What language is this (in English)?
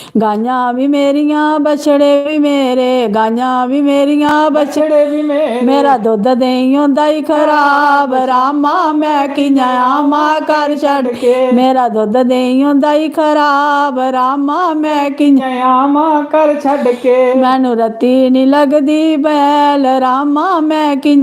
Dogri